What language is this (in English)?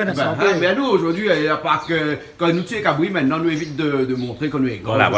Réunion Creole French